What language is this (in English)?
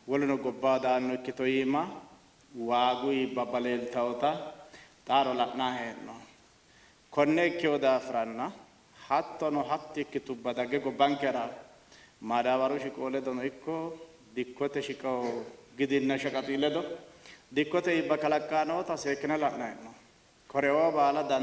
Sidamo